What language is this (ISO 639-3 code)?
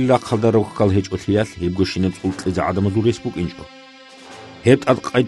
ava